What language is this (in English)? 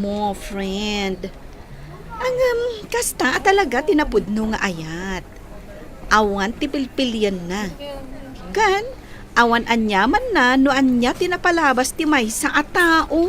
Iloko